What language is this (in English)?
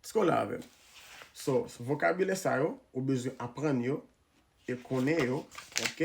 Haitian Creole